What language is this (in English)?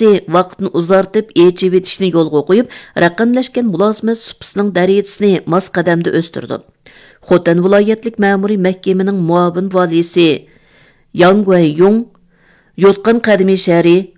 Uyghur